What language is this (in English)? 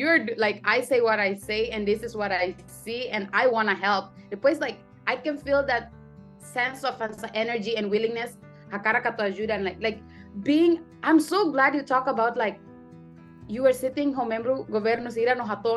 Tetum